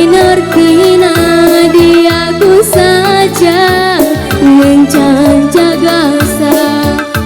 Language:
Batak Karo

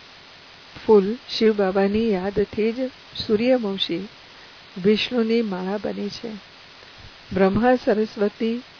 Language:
Gujarati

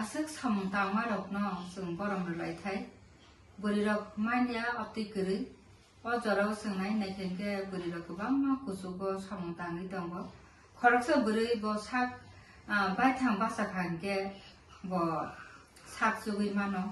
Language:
Kok Borok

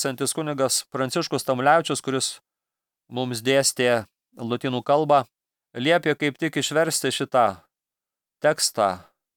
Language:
Lithuanian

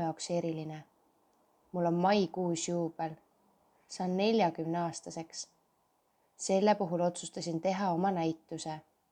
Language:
Estonian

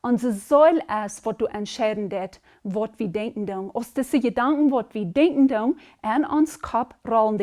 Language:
Plautdietsch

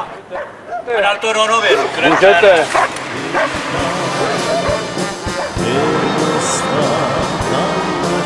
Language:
Czech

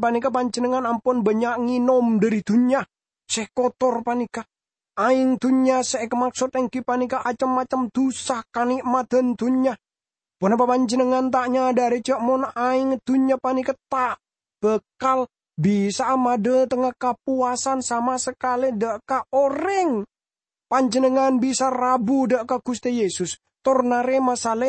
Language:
Madurese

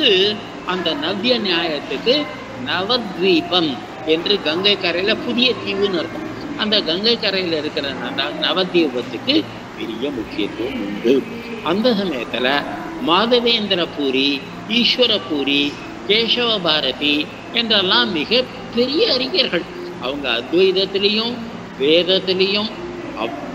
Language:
Tamil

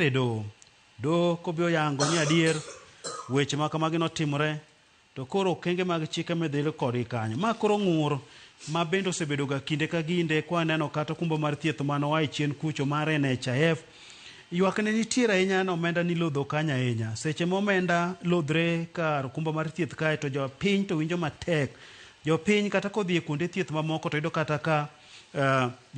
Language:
Luo (Kenya and Tanzania)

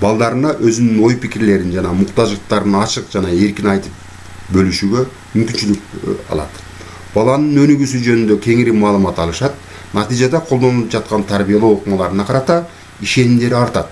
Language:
Kyrgyz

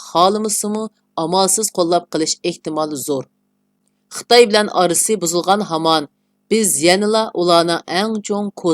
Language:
Uyghur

